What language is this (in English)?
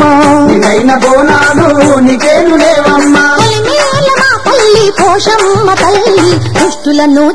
Telugu